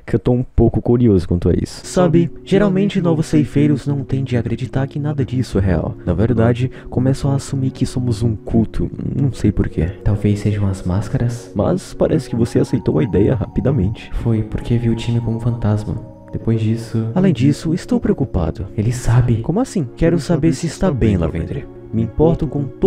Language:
Portuguese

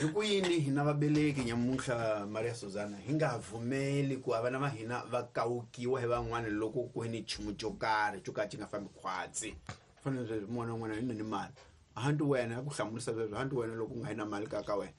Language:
Tsonga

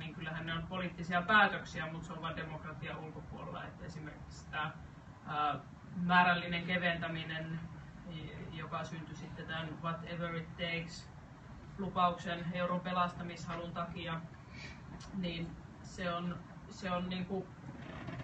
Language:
Finnish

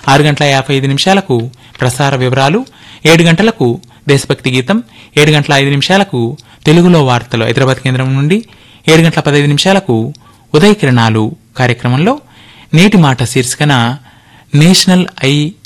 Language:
Telugu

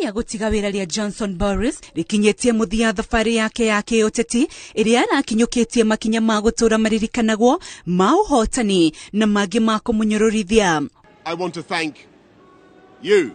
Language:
Kikuyu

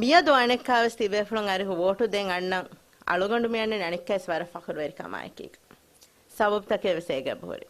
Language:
Divehi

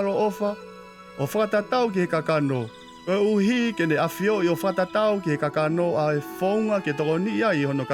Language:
Tongan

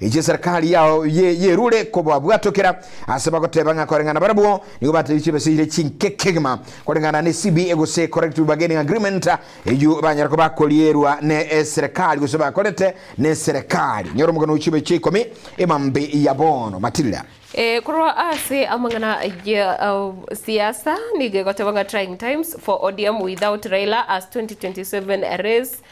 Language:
Gusii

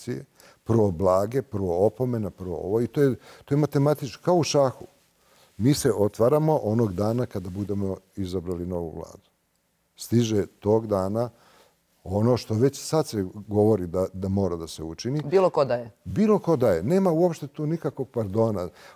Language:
Serbian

